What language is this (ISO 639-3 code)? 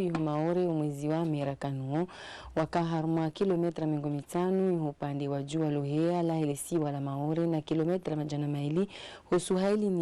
zdj